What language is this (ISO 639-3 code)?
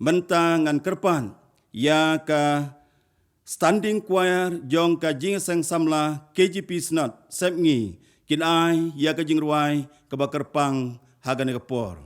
kha